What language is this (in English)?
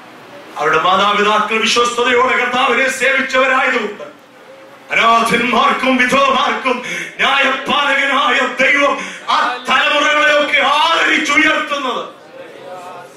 Malayalam